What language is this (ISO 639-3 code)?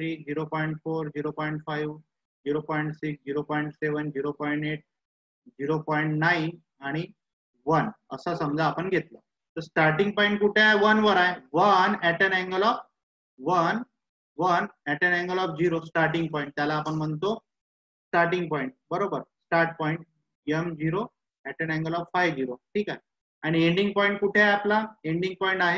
mar